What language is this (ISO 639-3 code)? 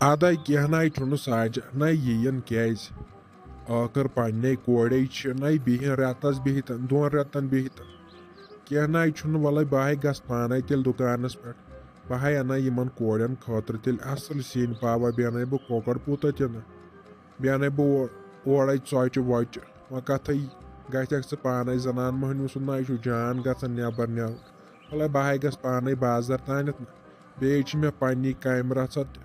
kas